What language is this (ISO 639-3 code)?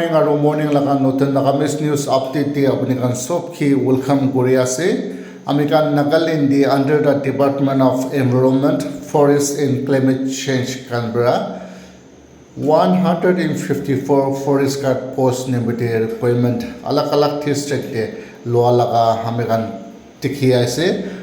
nag